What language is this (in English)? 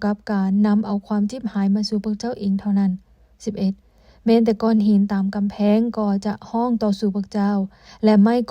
Lao